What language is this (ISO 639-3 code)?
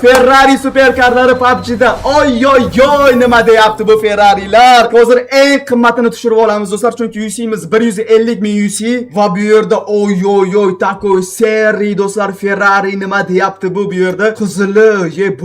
uzb